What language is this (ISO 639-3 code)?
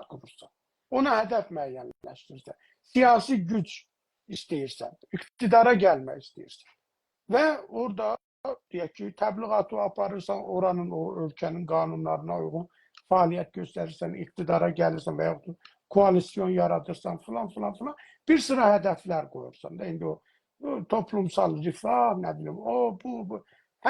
azb